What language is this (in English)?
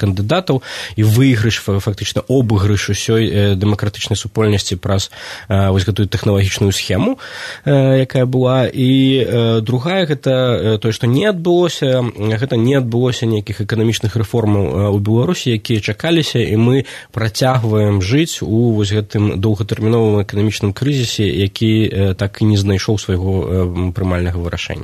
Belarusian